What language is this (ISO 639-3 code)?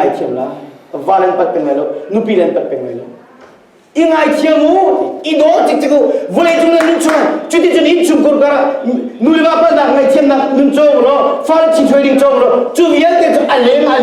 cnh